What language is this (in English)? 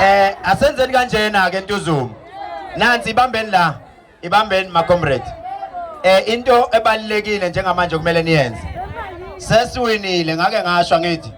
Zulu